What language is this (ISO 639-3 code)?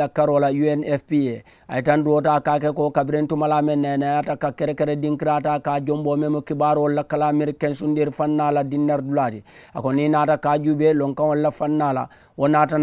man